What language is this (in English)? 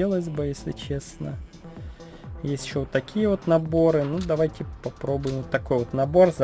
Russian